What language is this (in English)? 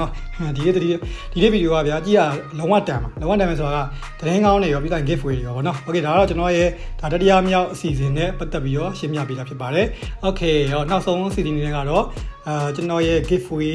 Burmese